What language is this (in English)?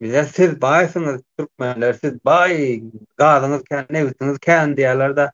Turkmen